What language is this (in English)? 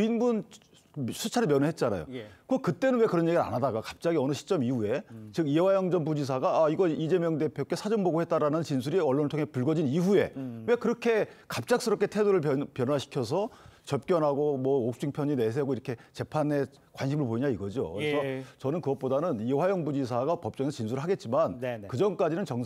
Korean